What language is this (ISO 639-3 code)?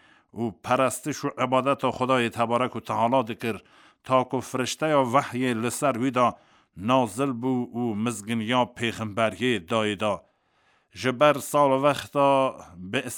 kur